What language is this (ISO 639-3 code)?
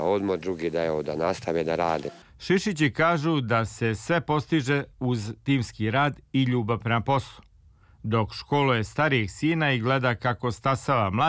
srp